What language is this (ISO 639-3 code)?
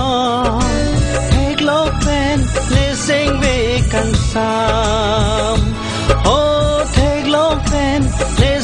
mjw